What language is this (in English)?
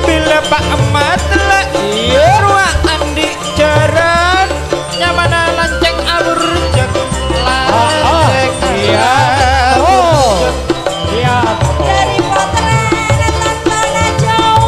Madurese